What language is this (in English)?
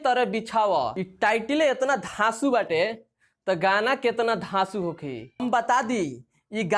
Bhojpuri